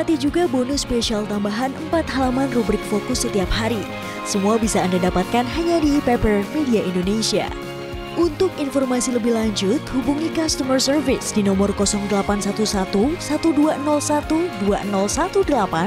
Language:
Indonesian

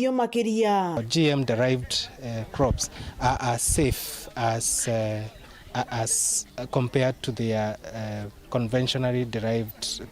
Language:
Meru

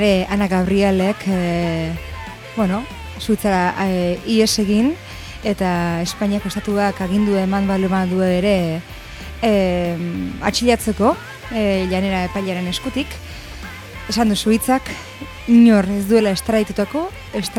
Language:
Basque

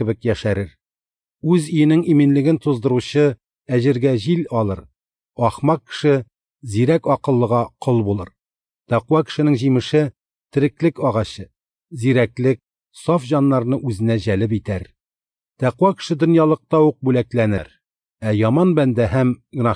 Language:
Tatar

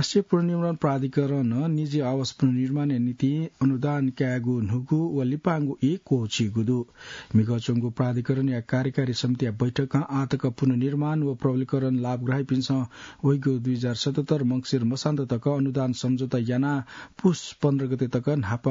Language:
Newari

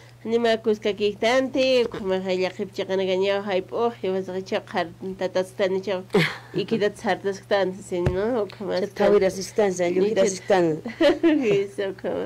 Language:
Aymara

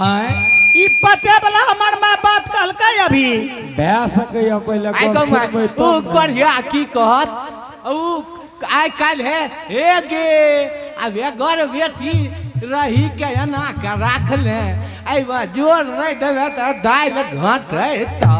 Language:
Angika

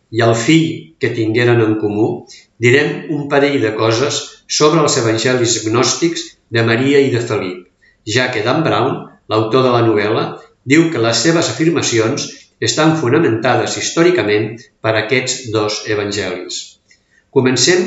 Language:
Catalan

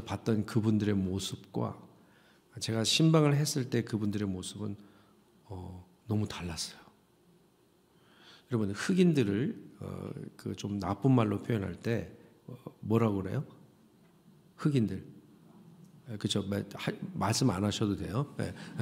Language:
Korean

